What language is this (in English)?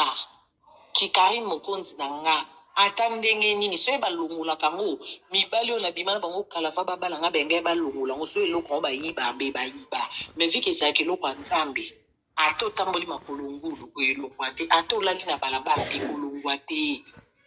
Lingala